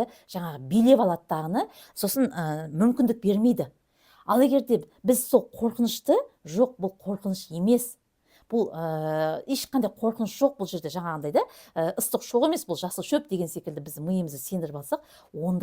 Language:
Kazakh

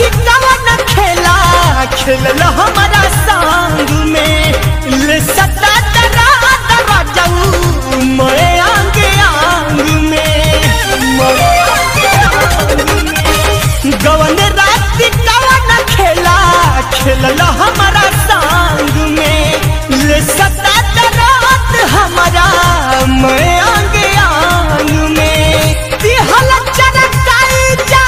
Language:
Bhojpuri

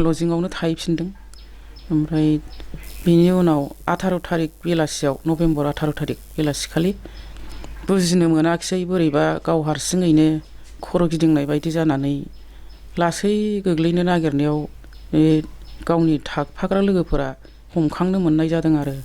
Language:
Bodo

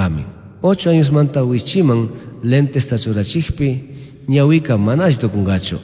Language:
Chimborazo Highland Quichua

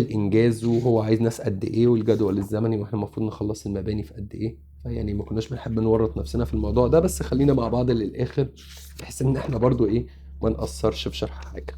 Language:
Egyptian Arabic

